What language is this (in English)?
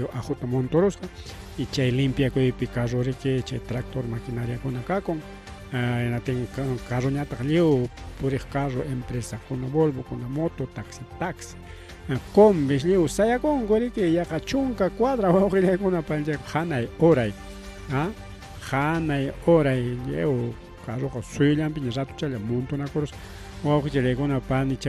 Ayacucho Quechua